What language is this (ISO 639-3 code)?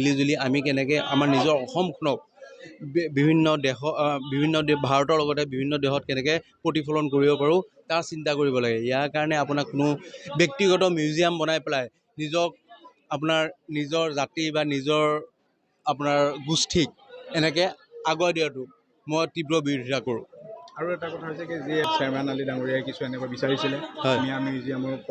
asm